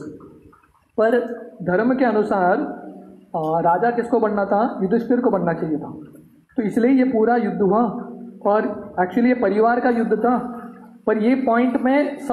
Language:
Hindi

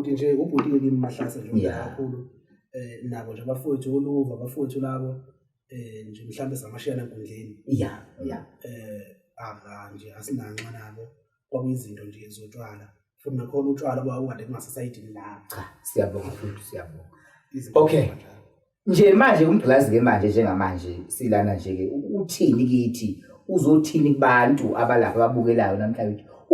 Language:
Zulu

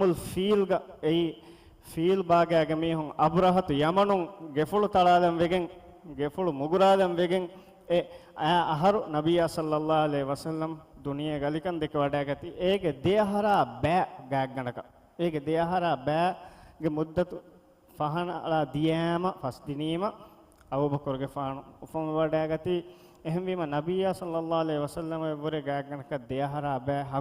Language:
Divehi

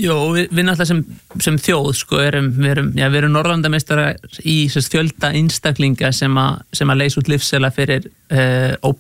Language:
Icelandic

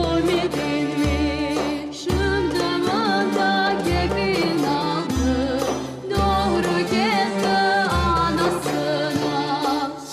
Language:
Crimean Tatar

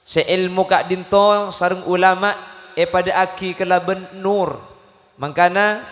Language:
Madurese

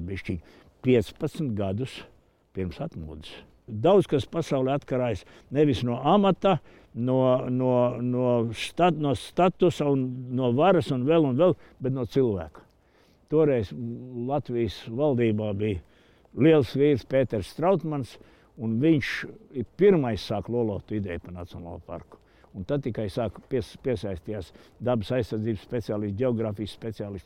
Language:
Latvian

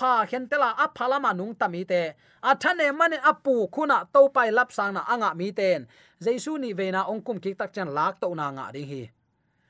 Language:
Tedim Chin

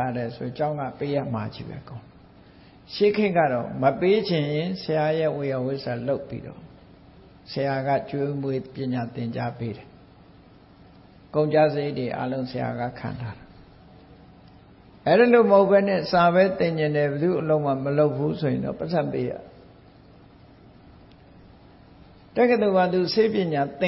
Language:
Burmese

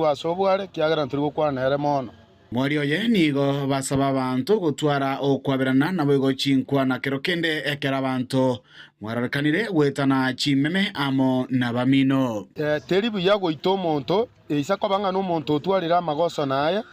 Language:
Gusii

